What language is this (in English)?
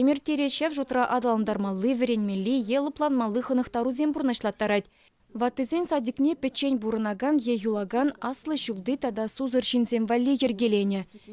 Chuvash